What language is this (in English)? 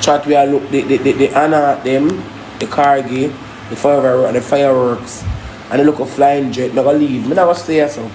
Jamaican Creole English